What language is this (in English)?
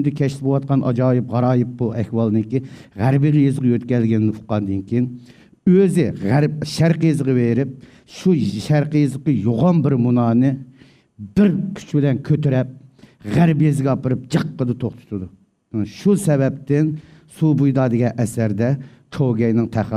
Uyghur